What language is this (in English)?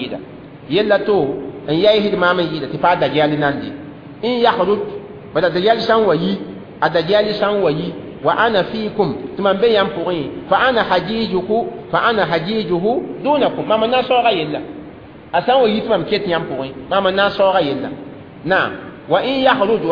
Mossi